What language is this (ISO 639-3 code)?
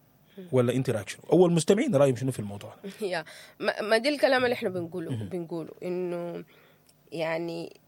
apd